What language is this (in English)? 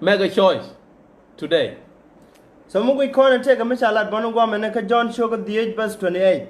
Nuer